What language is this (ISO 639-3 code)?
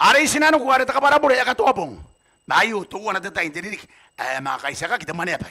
gil